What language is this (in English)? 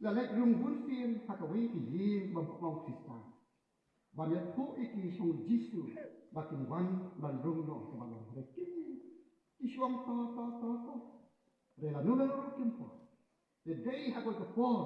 Khasi